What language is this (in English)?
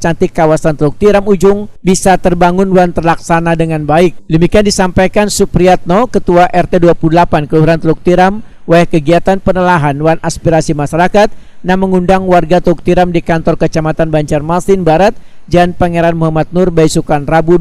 Banjar